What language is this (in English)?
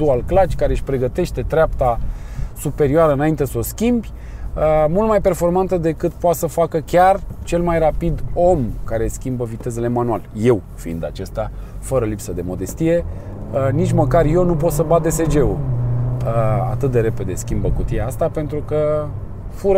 Romanian